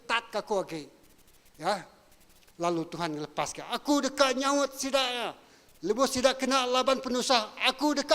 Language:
Iban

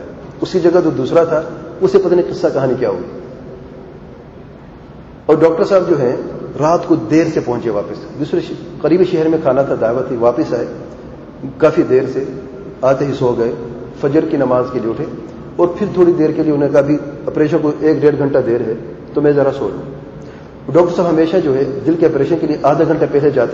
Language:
Urdu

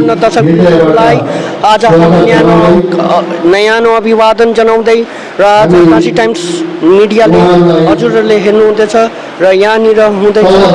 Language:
Nepali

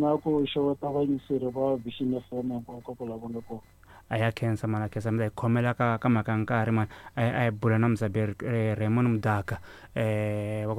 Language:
Tsonga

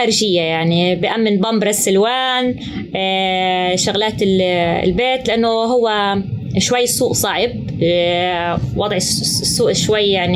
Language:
North Levantine Arabic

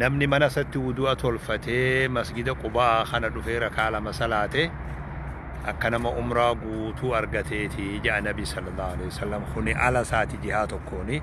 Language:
Oromo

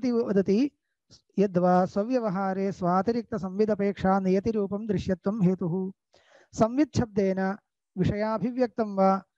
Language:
Sanskrit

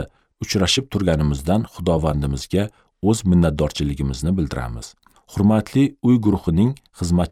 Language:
Uzbek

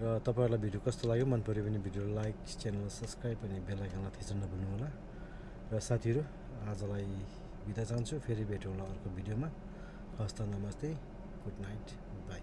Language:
Nepali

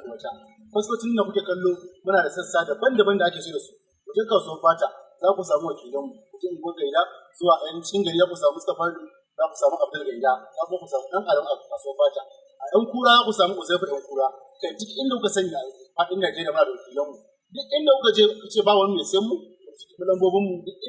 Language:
Hausa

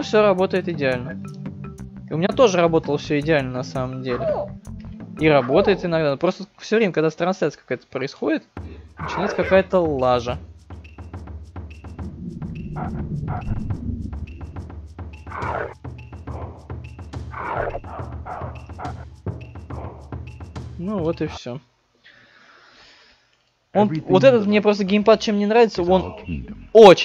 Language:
Russian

